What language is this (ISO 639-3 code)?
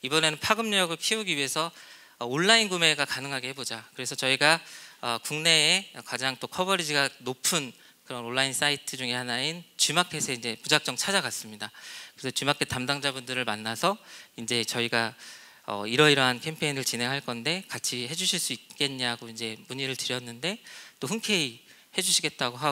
kor